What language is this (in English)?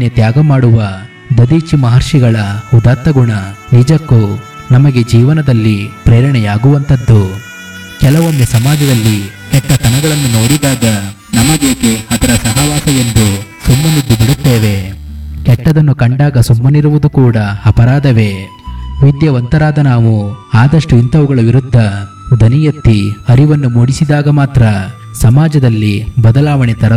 Kannada